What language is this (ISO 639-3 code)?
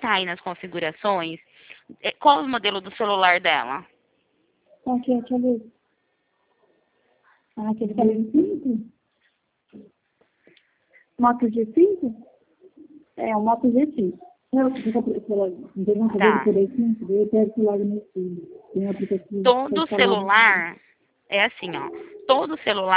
por